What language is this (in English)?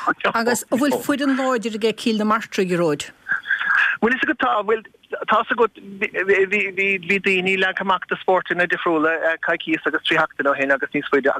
Irish